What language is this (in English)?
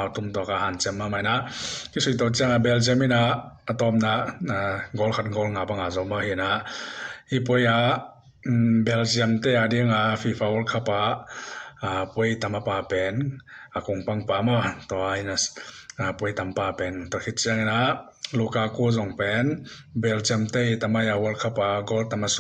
Tedim Chin